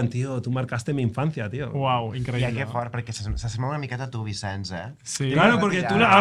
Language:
Catalan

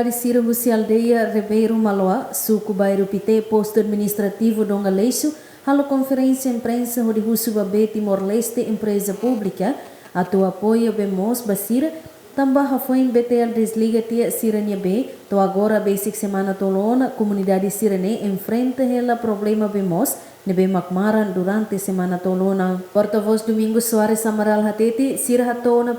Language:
Tetum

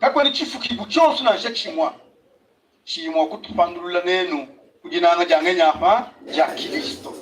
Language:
Luba-Lulua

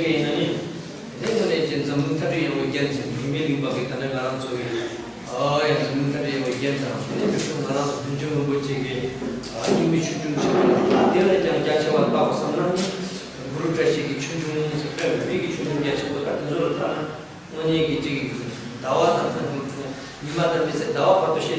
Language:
Tibetan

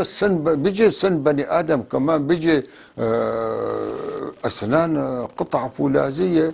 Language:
North Levantine Arabic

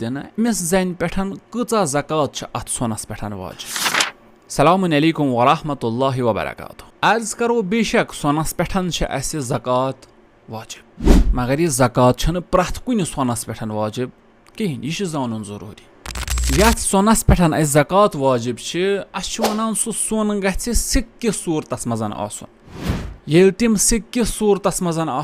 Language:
Kashmiri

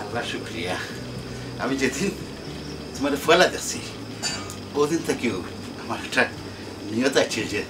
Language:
Sylheti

